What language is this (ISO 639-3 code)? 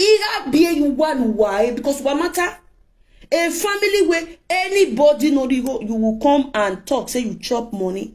pcm